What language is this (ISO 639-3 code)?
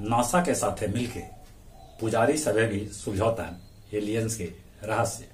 mag